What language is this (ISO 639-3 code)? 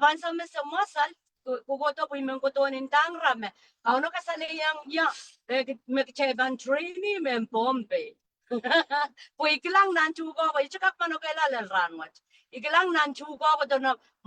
pon